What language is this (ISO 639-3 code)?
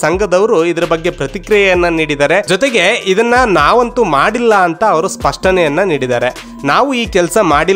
kan